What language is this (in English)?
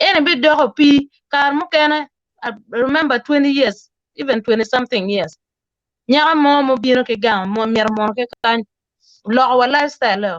Acoli